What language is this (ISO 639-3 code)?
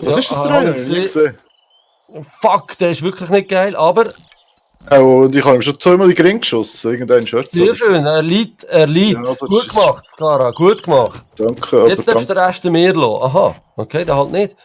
gsw